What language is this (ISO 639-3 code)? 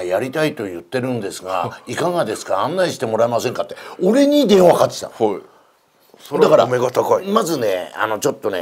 jpn